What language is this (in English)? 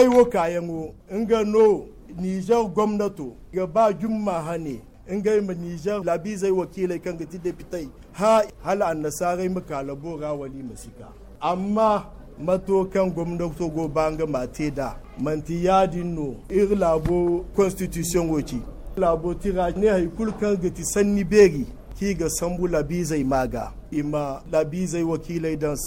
Zarma